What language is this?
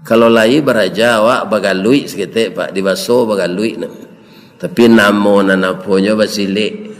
Minangkabau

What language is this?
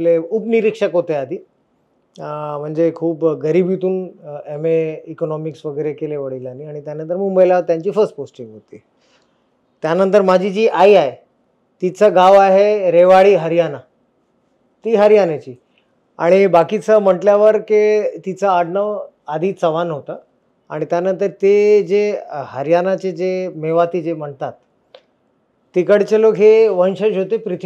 Marathi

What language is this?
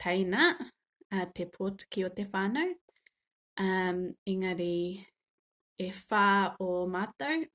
Māori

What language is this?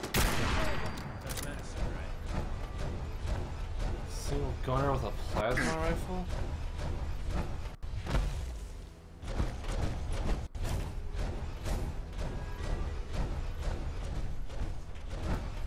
English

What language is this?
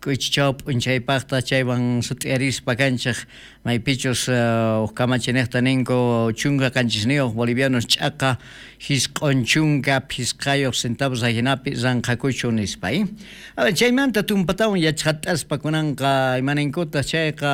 South Bolivian Quechua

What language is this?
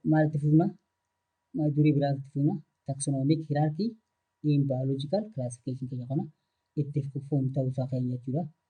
Oromo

